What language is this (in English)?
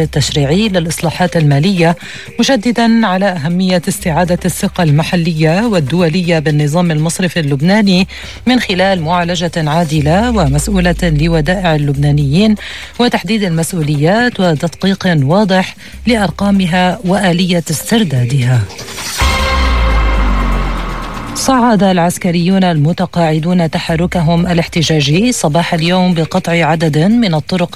Arabic